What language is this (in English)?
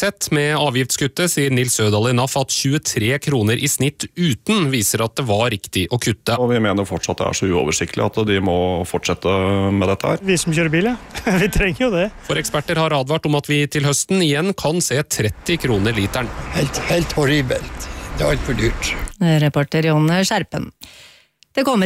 Norwegian